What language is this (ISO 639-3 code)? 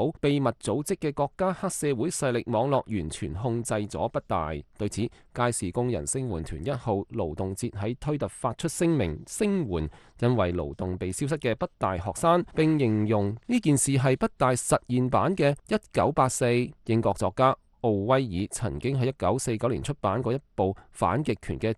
yue